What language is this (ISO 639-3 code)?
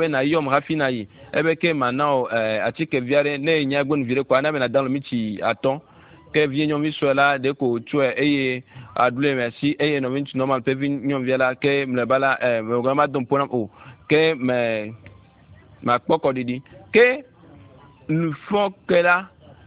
ewe